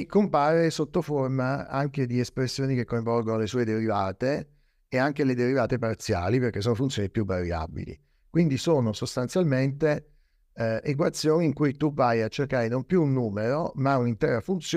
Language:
Italian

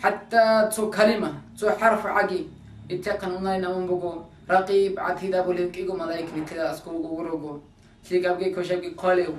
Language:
Avaric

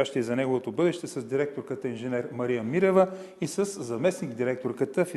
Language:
Bulgarian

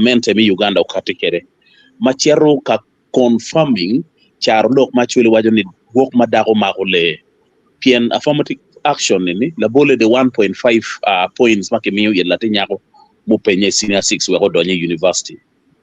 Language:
Acoli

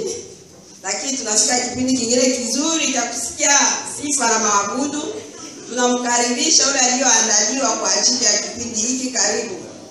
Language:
Swahili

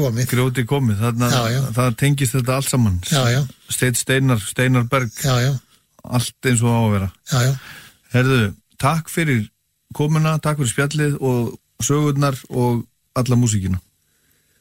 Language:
Icelandic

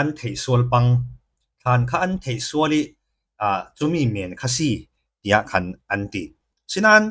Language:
Falam Chin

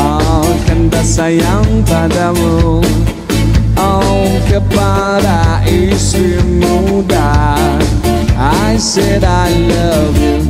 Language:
Betawi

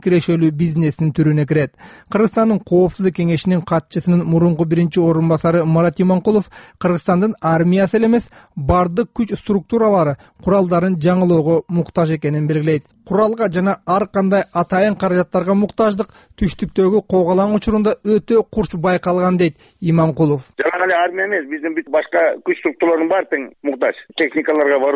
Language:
Kyrgyz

